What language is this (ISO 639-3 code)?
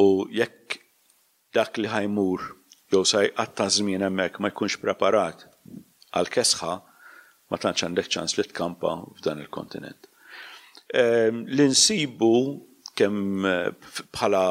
mlt